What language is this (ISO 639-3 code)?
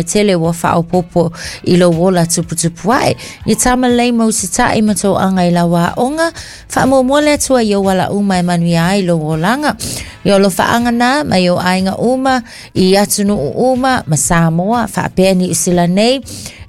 smo